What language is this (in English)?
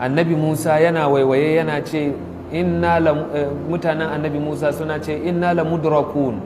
Hausa